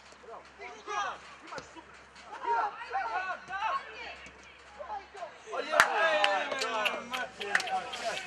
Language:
Croatian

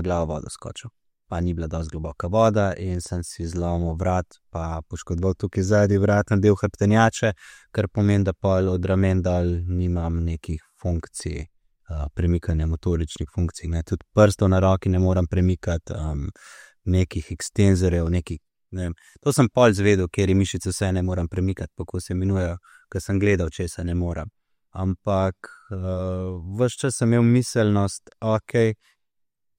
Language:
Slovenian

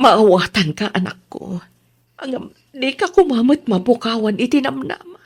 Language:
Iloko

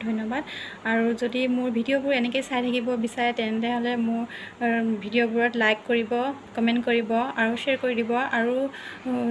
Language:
Assamese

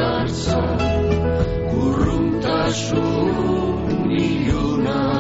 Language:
Basque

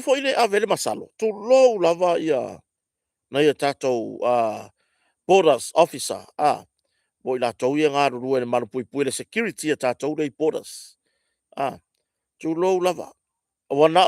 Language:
Samoan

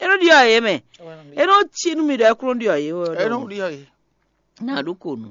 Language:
Fon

